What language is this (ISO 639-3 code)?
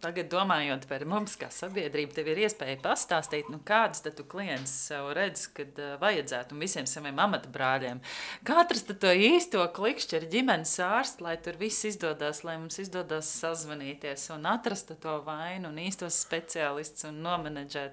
lav